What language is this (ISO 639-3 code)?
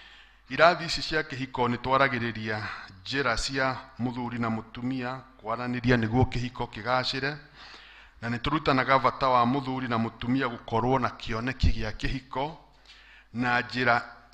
kik